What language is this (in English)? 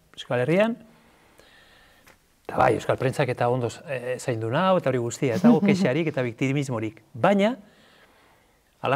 Basque